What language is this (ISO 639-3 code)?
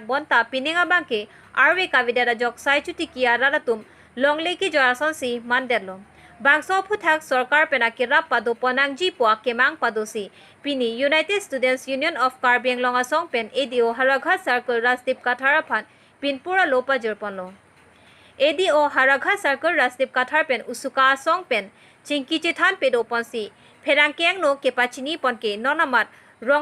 mjw